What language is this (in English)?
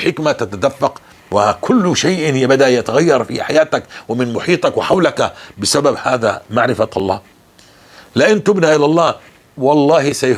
North Levantine Arabic